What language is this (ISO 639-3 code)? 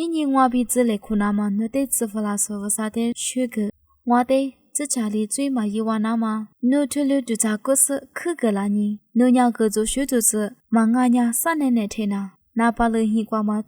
lis